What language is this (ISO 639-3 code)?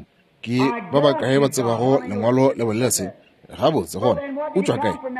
nso